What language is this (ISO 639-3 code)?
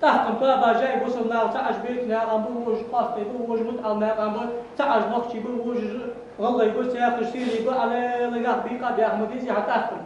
inh